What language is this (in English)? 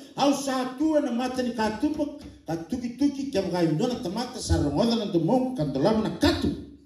Fijian